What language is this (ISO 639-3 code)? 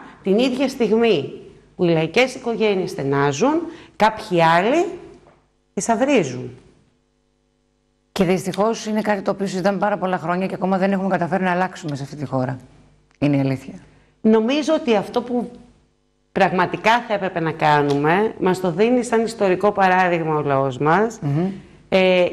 ell